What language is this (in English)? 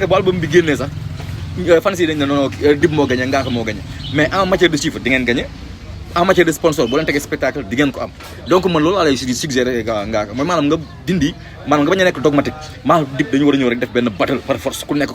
Wolof